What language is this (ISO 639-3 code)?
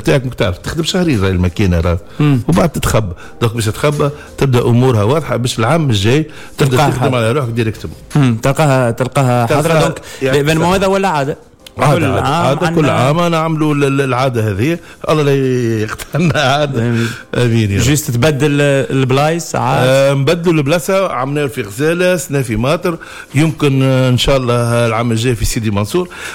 aeb